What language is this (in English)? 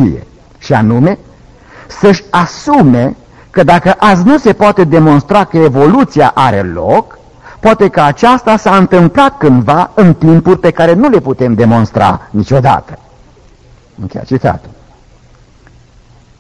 Romanian